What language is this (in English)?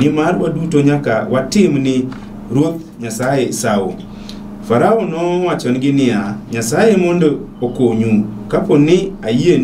Luo (Kenya and Tanzania)